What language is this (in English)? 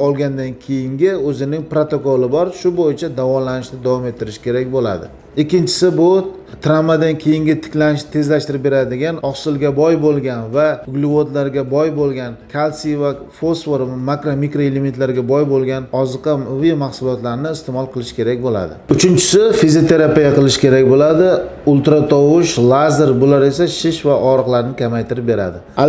Uzbek